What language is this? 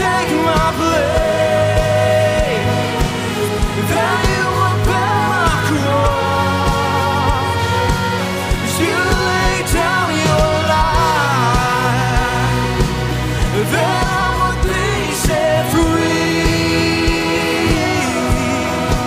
English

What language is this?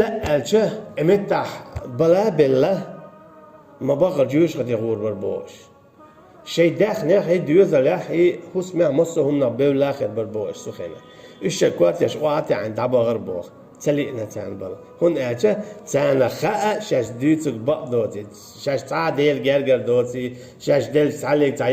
Chechen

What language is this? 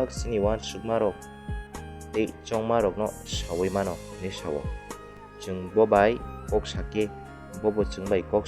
Kok Borok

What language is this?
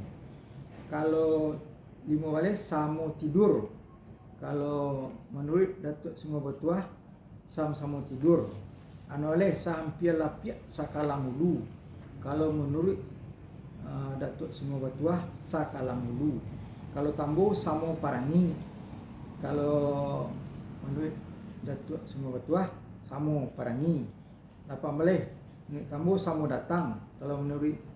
Minangkabau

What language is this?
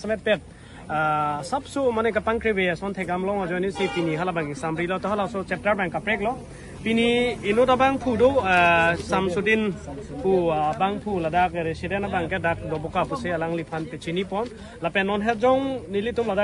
Karbi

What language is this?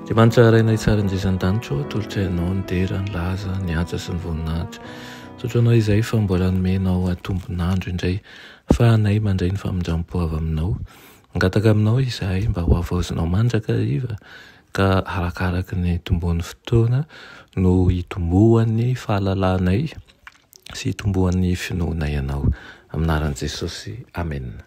Malagasy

